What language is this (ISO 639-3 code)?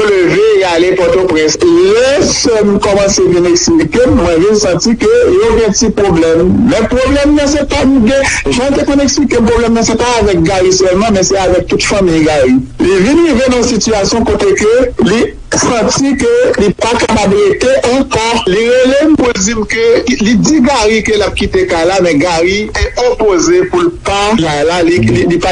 hat